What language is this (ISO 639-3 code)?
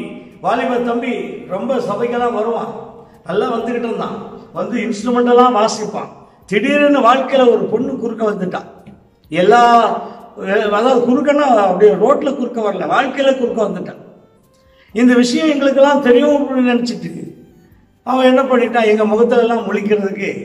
tam